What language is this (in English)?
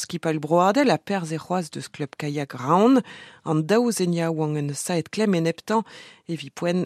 Breton